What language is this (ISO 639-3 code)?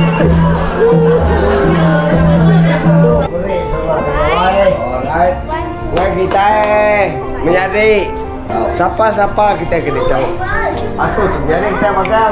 msa